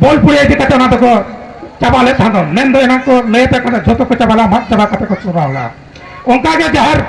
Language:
Santali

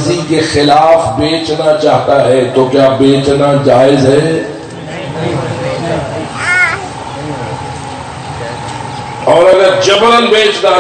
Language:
Urdu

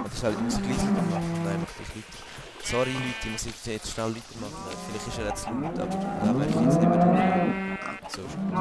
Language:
Swiss German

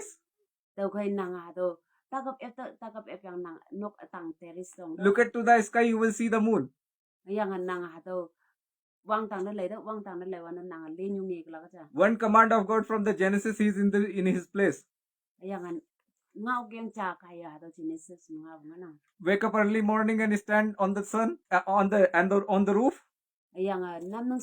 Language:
Konyak Naga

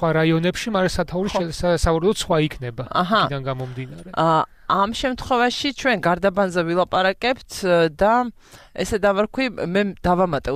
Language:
Georgian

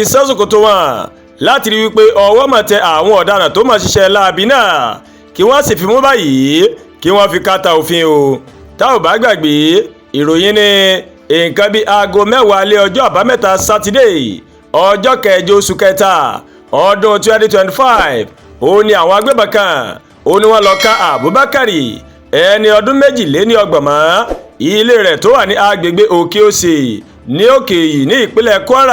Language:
Yoruba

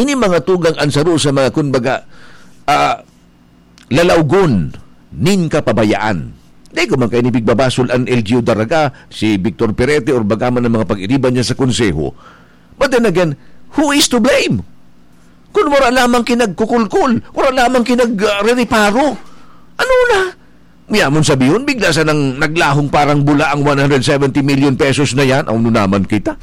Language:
Bikol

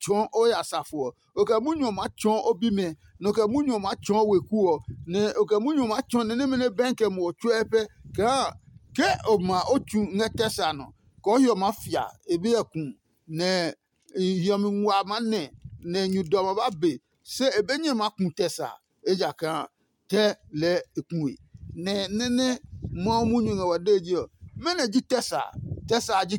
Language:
Adangme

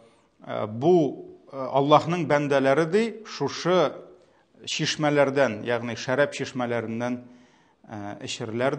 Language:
Tatar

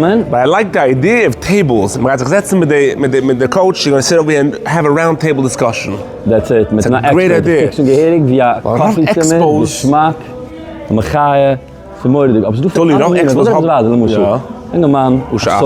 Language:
Yiddish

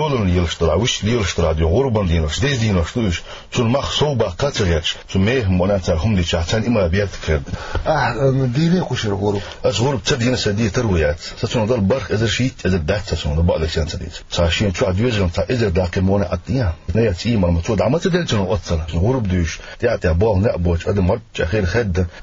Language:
Chechen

